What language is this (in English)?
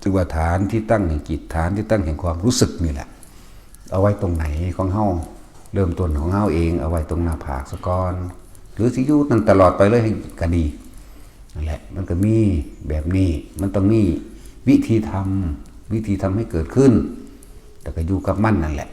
Northeastern Thai